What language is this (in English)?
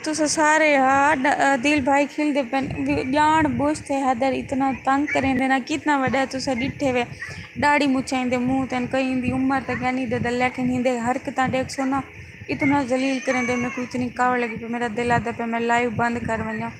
Saraiki